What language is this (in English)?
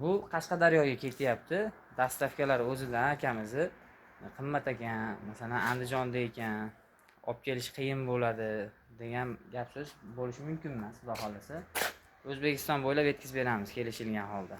Uzbek